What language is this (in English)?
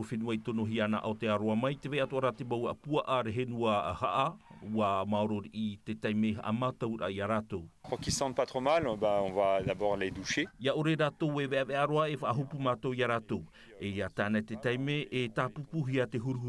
Tahitian